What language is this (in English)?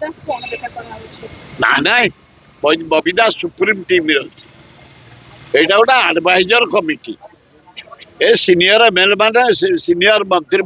Odia